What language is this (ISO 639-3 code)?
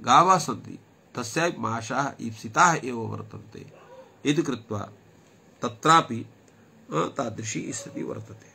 san